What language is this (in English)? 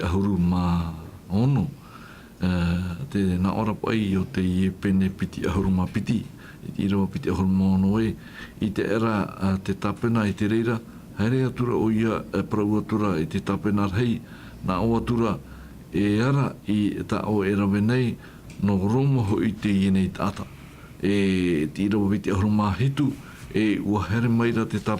Tahitian